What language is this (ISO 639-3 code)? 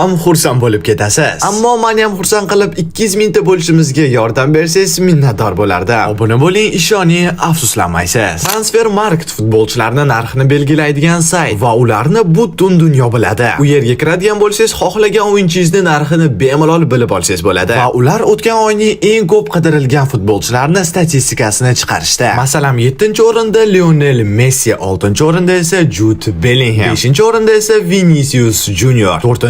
uzb